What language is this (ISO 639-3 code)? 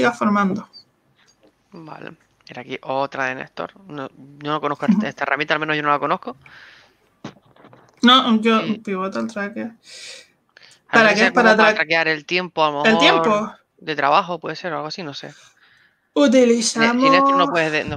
spa